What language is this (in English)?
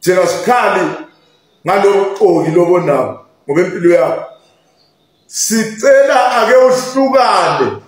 Zulu